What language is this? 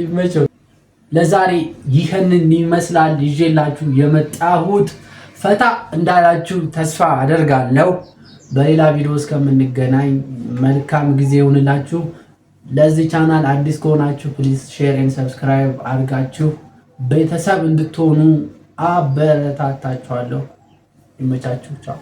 Amharic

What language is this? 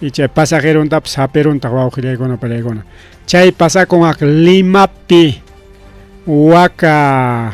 Ayacucho Quechua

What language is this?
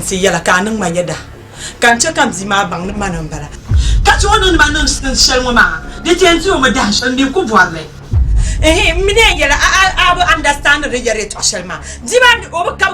Dagbani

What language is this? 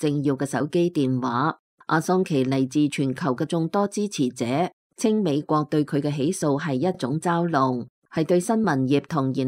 Cantonese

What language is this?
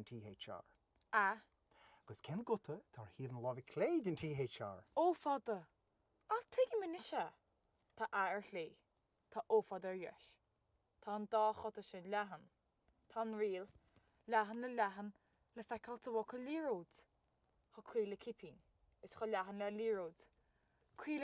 Irish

